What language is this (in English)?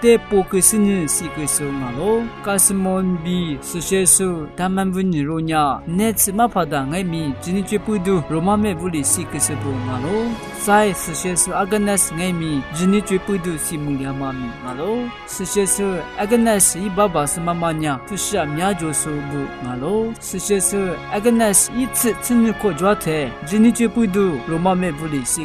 Lisu